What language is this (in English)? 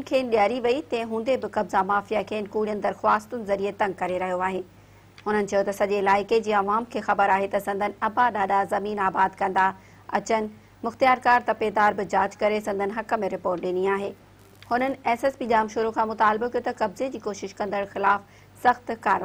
Sindhi